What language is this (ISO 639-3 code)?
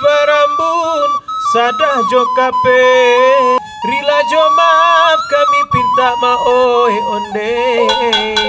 min